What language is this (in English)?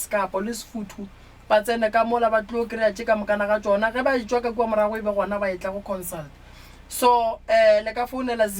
Northern Sotho